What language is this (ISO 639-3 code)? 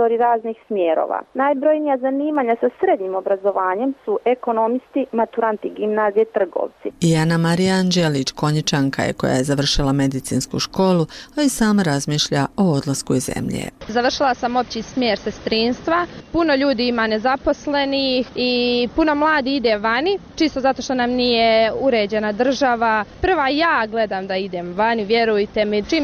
bos